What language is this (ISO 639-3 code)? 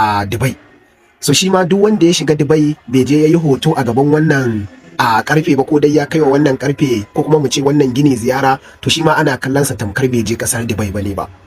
hau